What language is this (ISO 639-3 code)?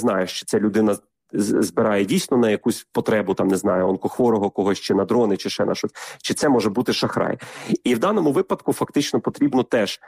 ukr